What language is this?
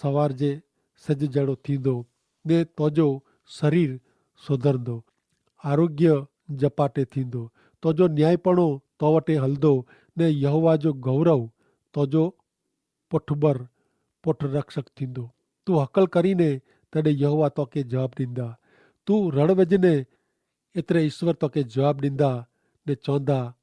Kachhi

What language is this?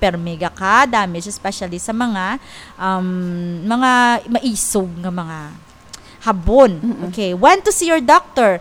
Hiligaynon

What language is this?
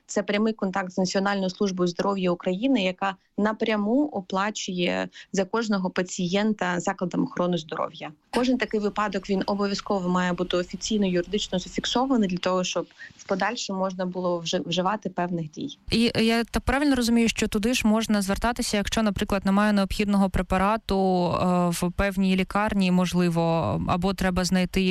Ukrainian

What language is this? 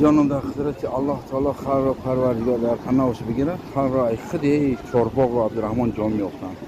Tajik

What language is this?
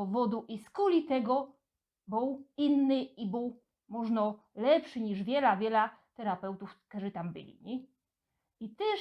Silesian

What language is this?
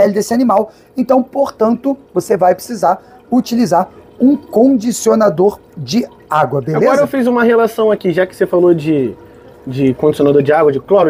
Portuguese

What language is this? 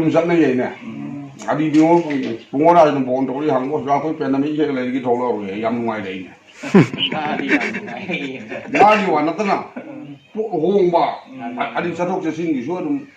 Manipuri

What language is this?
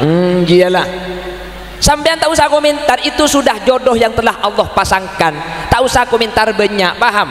Madurese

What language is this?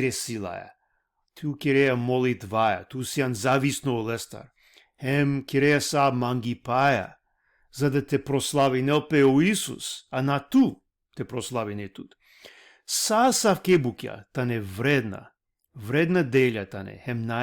Balkan Romani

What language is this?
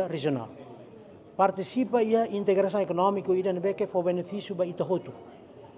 Tetum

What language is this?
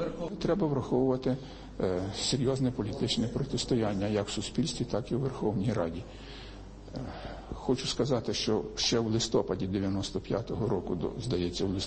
Ukrainian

